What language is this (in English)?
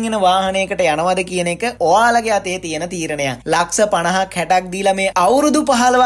Sinhala